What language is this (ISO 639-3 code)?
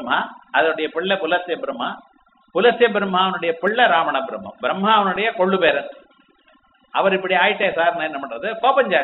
tam